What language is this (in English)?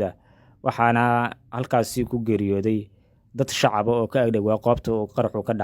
Somali